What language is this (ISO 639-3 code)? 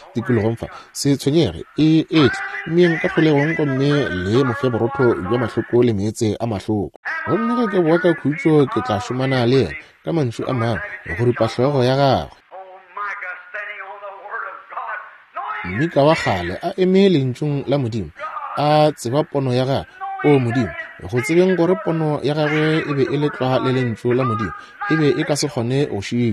nso